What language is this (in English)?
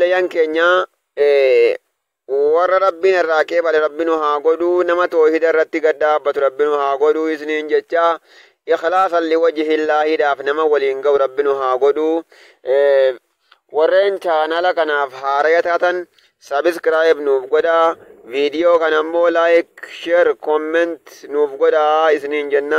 Oromo